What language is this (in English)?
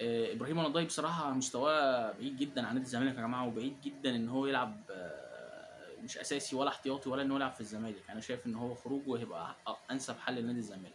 Egyptian Arabic